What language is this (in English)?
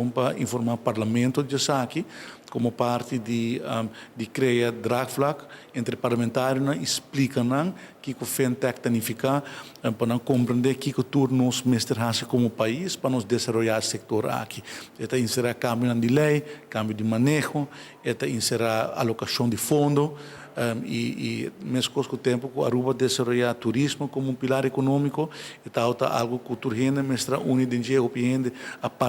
Papiamento